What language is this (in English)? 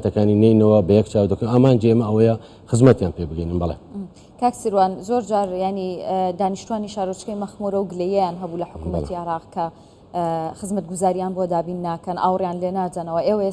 Central Kurdish